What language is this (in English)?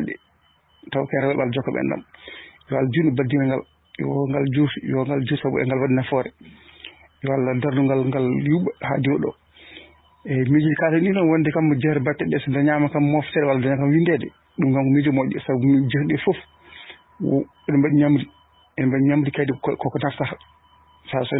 Fula